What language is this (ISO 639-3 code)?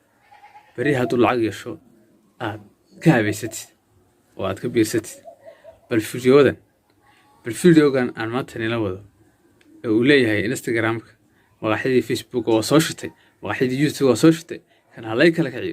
som